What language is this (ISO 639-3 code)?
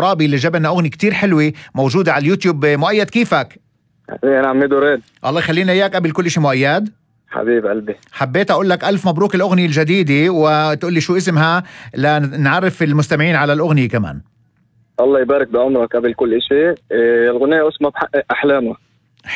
apc